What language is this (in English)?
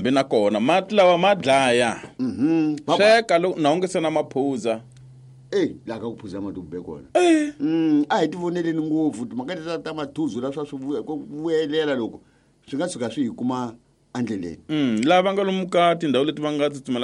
Tsonga